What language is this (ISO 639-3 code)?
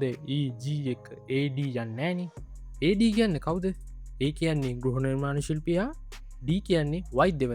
sin